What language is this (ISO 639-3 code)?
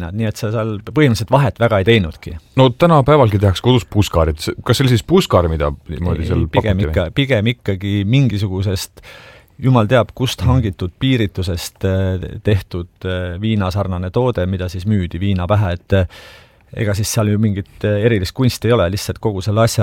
est